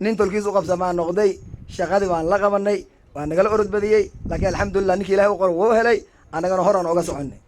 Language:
Somali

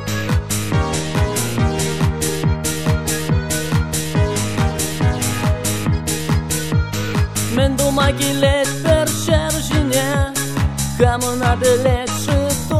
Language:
Kazakh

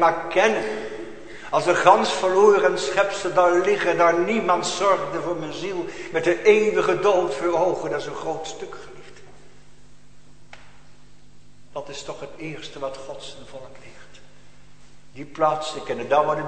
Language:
Dutch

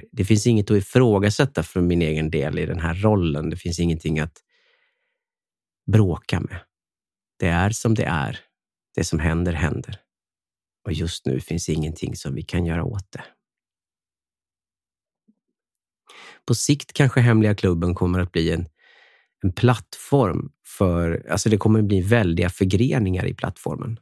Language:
Swedish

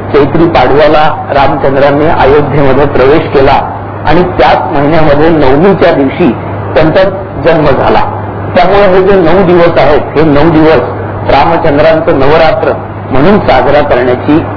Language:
Marathi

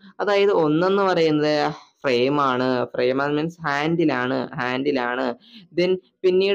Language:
Malayalam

